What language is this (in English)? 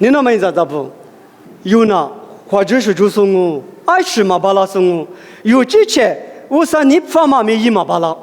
Lisu